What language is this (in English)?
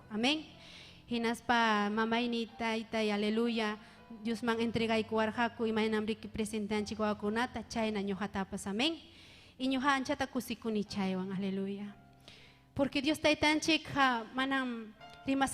Ayacucho Quechua